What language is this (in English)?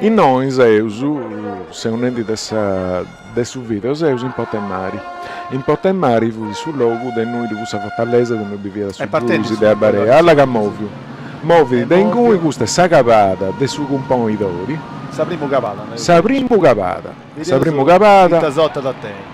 Sardinian